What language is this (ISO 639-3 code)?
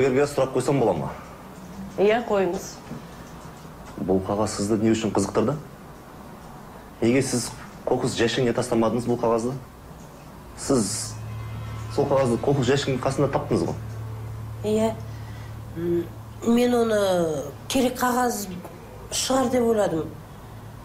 kaz